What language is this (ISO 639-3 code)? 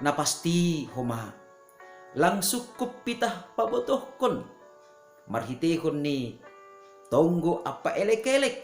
bts